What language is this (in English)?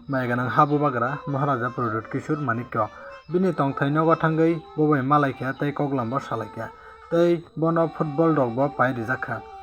Kok Borok